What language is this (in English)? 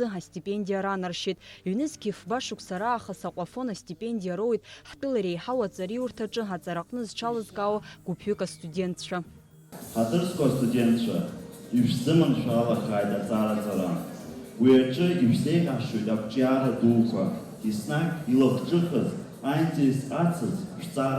Abkhazian